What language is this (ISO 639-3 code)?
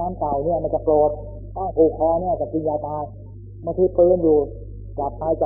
tha